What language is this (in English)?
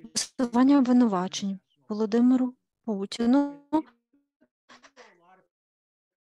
Ukrainian